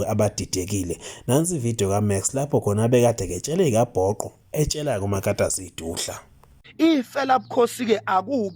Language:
Zulu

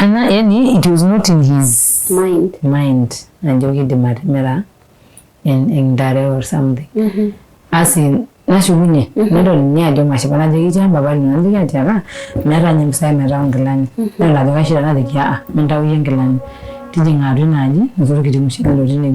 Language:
Masai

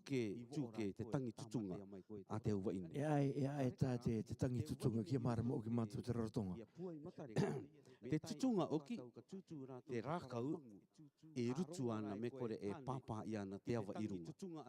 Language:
Rarotongan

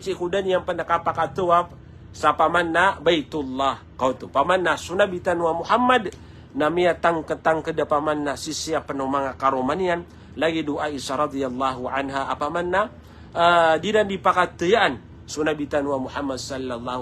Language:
Maranao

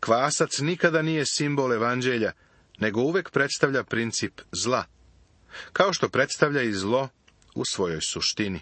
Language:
Serbian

